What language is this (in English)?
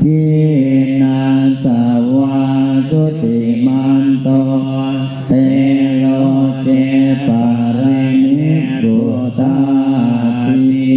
Pali